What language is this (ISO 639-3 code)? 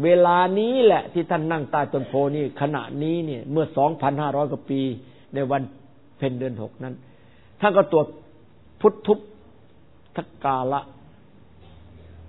tha